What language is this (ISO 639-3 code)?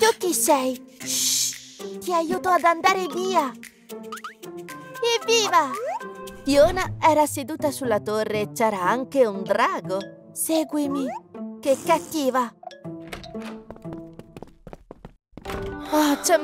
ita